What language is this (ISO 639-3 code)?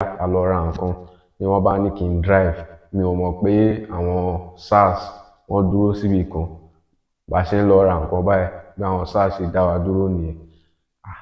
yor